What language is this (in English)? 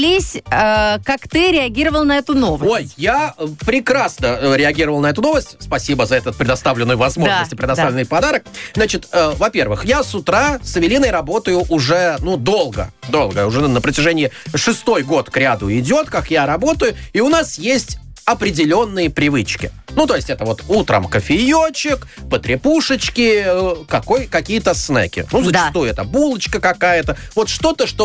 Russian